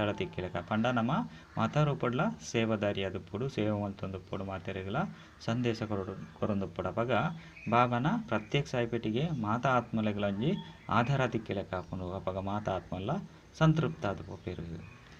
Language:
Tulu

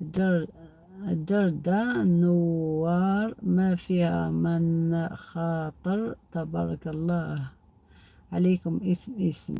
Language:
Algerian Arabic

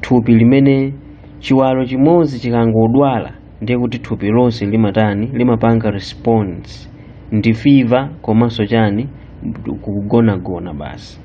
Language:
Nyanja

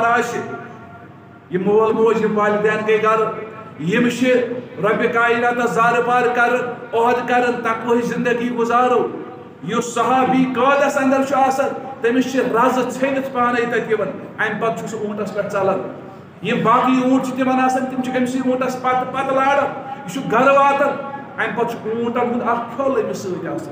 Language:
Kashmiri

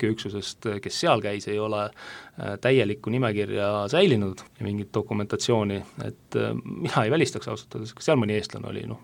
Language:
Estonian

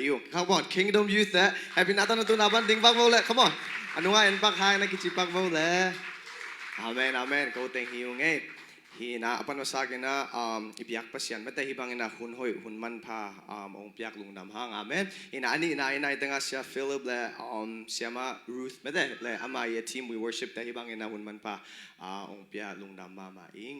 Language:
Tedim Chin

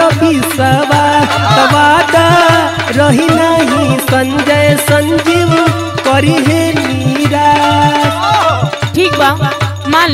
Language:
Bhojpuri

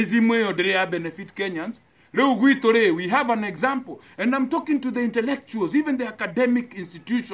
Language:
Kikuyu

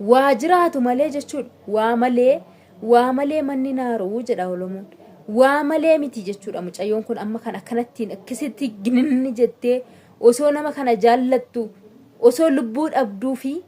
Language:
Oromo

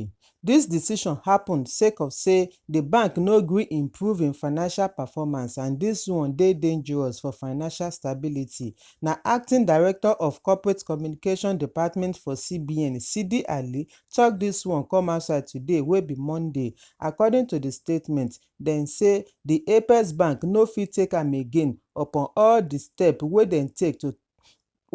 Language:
Nigerian Pidgin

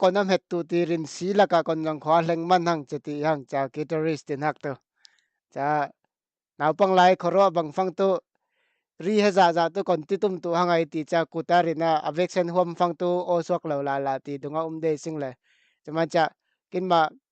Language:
Falam Chin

